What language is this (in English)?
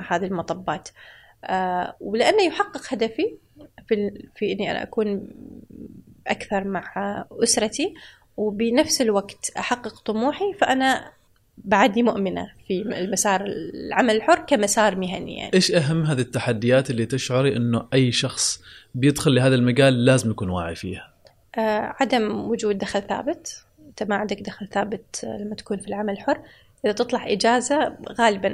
Gulf Arabic